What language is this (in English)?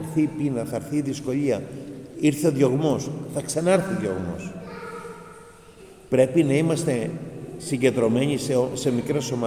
Greek